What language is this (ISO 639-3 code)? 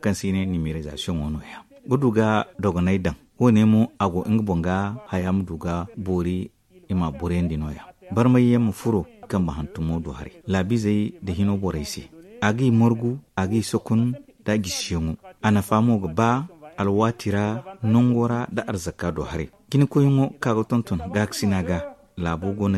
dje